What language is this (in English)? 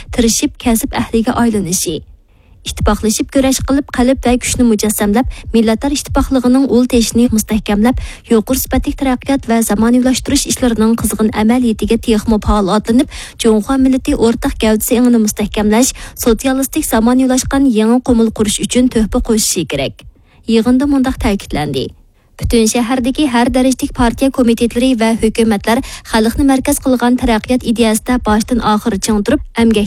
Uyghur